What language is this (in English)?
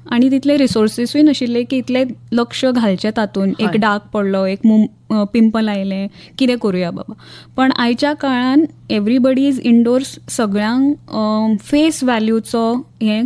Konkani